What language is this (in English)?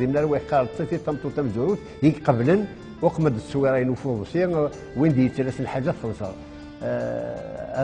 Kabyle